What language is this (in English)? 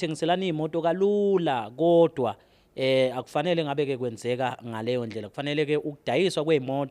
Zulu